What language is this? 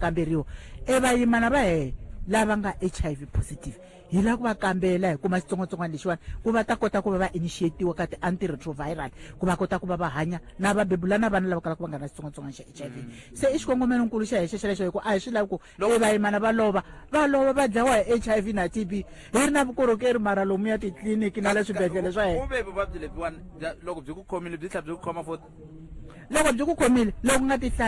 Tsonga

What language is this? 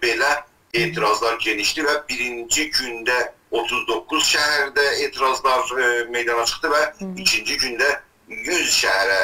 South Azerbaijani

